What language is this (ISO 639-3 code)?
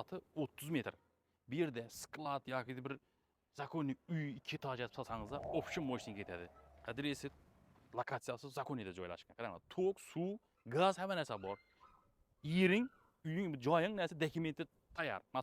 uzb